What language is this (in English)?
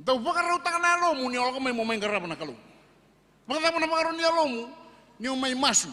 Fijian